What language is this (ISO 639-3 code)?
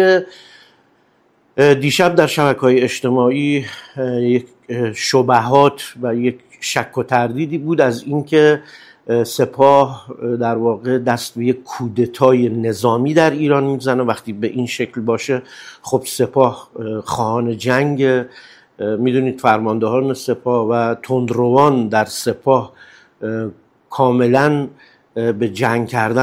fas